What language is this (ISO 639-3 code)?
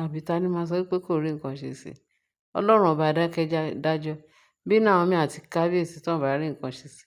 yor